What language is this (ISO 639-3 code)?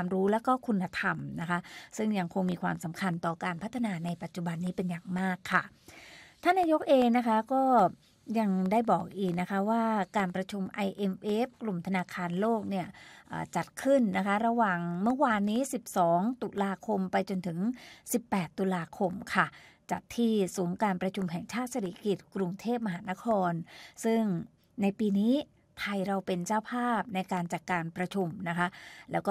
tha